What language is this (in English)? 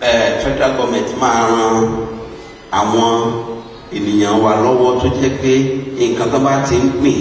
Yoruba